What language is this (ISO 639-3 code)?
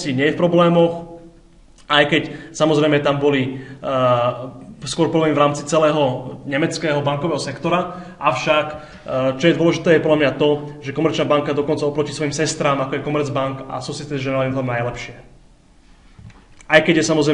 slk